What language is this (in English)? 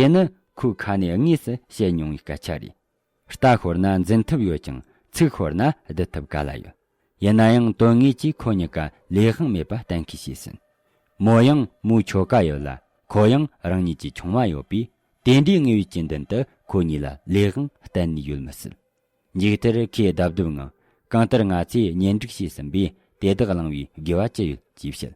Tibetan